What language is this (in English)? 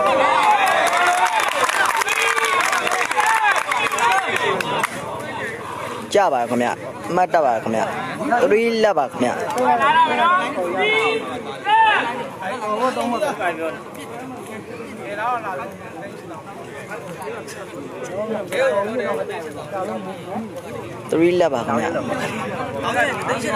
Burmese